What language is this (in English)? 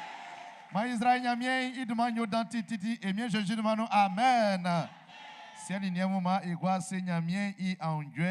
Baoulé